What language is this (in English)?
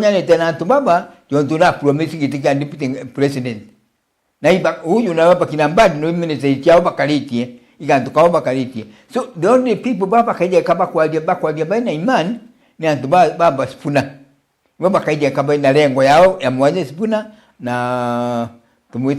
Meru